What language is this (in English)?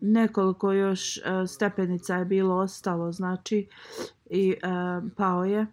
Bosnian